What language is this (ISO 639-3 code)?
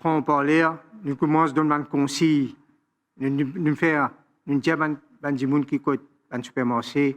mfe